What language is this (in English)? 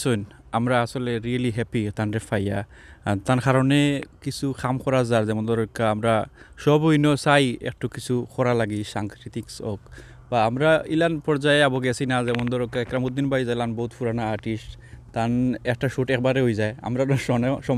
Sylheti